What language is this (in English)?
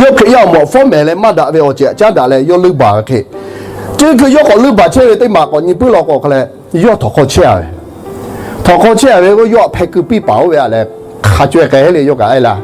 Lahu